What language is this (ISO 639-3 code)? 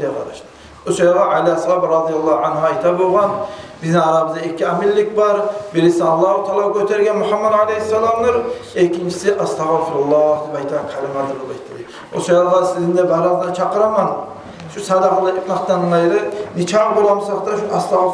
kum